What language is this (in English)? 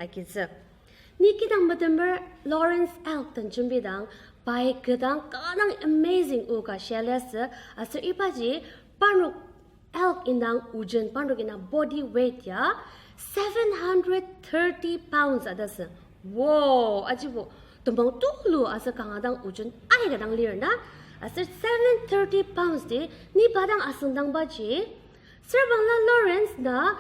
Ao Naga